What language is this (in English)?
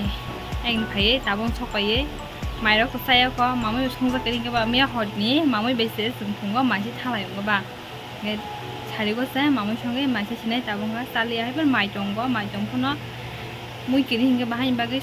Kok Borok